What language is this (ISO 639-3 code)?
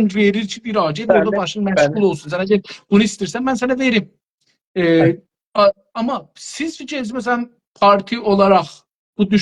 azb